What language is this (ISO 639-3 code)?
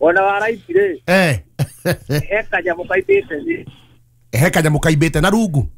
kik